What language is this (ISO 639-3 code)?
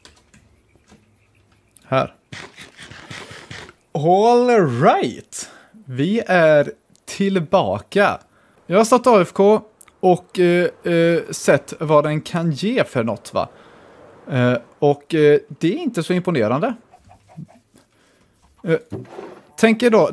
swe